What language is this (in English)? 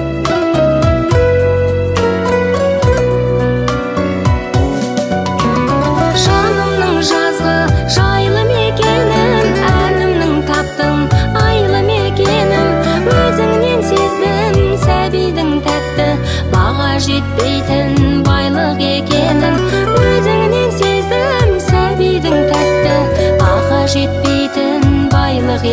Kazakh